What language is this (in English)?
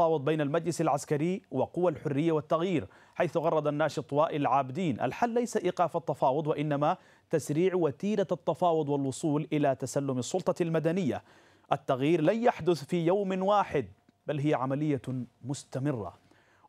Arabic